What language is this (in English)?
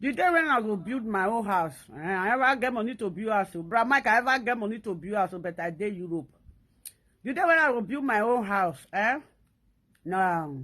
Nigerian Pidgin